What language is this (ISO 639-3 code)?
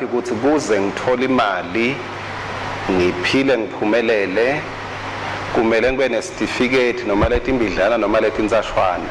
ssw